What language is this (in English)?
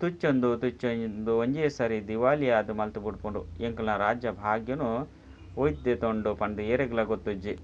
Tulu